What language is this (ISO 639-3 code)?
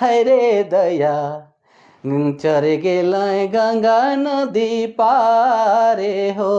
sck